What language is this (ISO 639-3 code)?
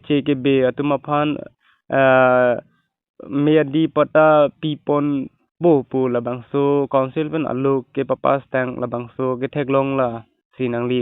mjw